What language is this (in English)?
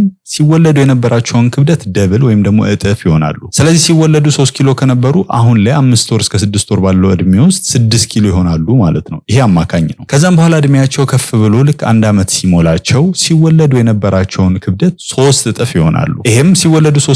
Amharic